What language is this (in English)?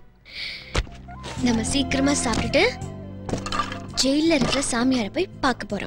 Tamil